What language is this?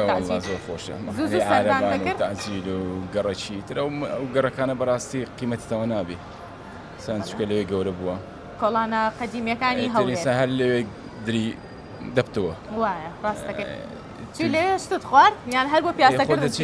Central Kurdish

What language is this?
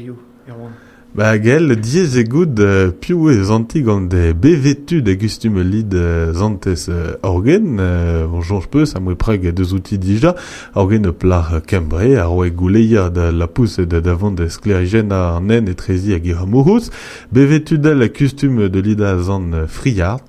Breton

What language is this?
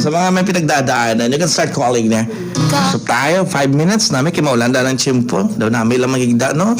Hiligaynon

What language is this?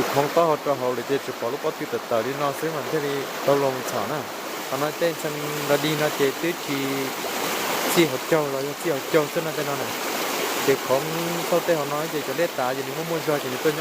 Hmong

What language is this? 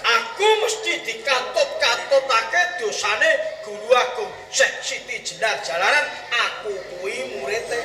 Javanese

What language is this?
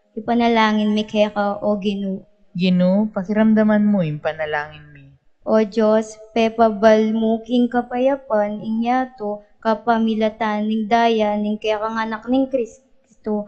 Pampanga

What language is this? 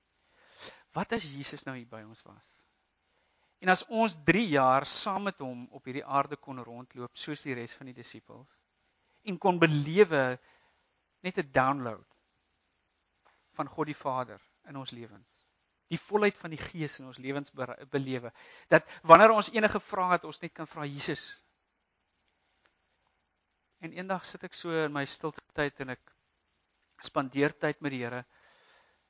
Afrikaans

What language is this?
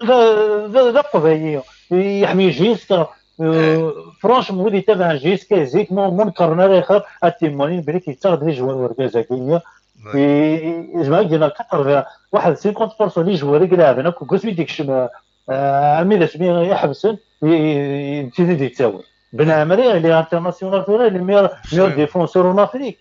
Kabyle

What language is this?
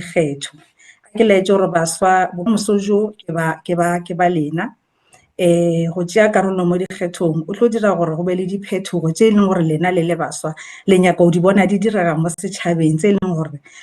Northern Sotho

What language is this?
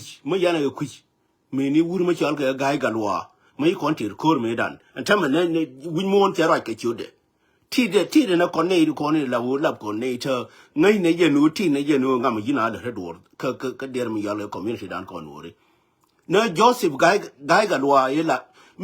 Nuer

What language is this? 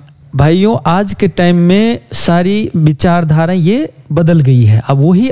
Hindi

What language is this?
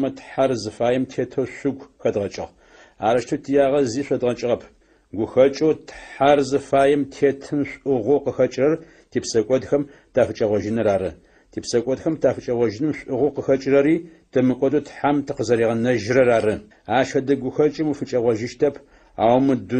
Adyghe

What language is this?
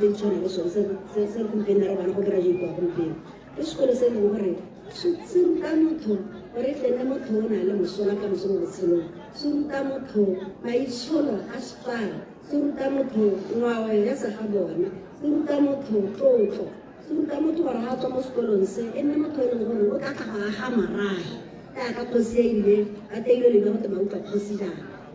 Tswana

